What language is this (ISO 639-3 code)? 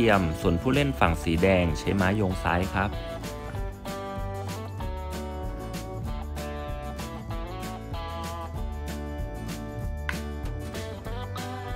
tha